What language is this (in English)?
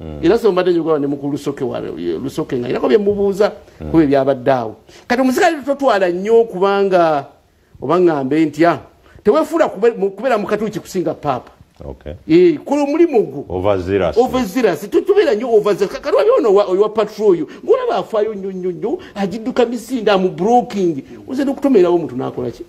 Ganda